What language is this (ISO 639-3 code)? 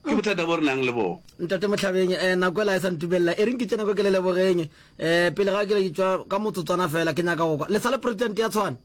nso